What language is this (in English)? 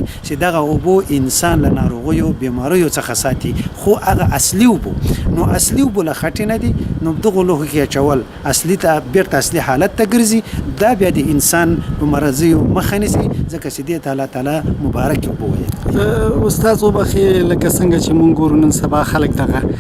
Pashto